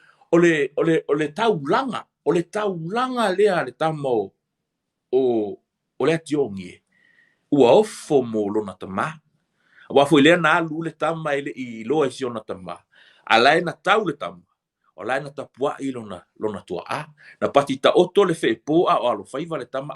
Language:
Samoan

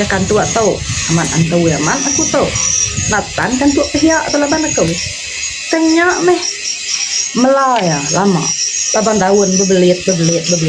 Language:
Iban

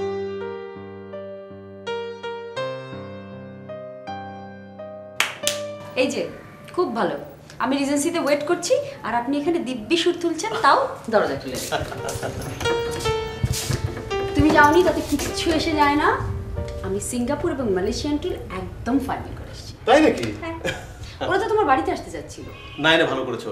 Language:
Bangla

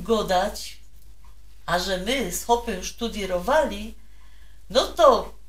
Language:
Silesian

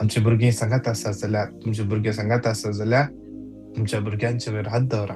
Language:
Konkani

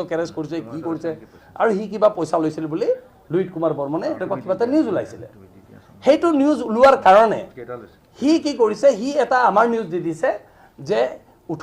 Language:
Assamese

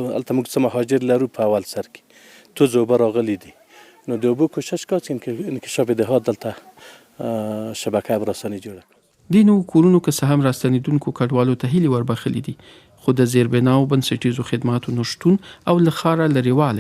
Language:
Pashto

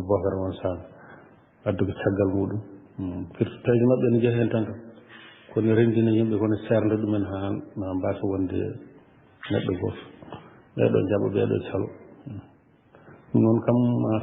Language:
Fula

